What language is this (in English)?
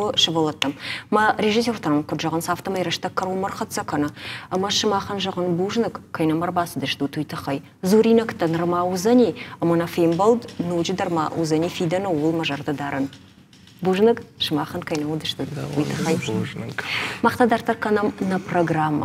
Ossetic